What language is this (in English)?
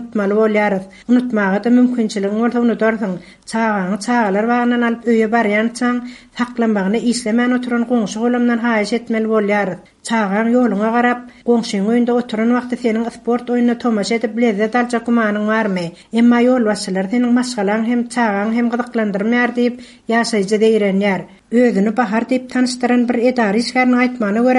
Turkmen